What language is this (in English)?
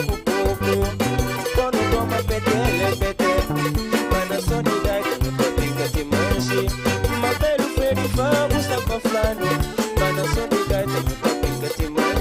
Kabuverdianu